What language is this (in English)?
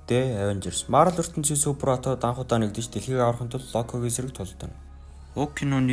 Mongolian